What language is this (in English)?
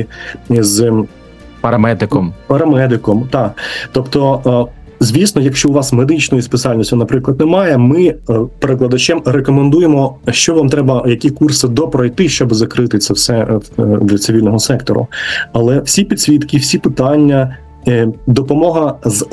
Ukrainian